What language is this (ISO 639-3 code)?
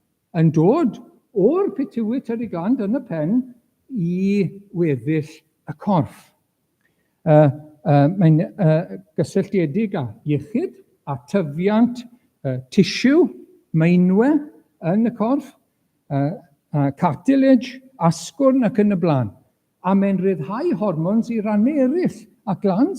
cym